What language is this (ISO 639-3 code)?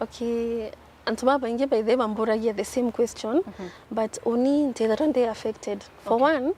mer